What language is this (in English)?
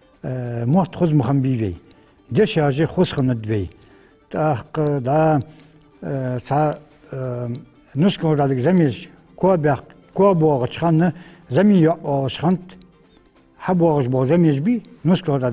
Ingush